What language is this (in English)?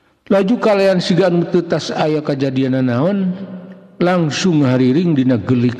Sundanese